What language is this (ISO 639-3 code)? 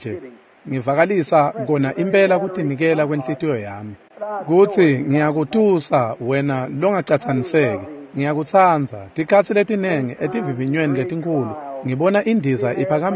ssw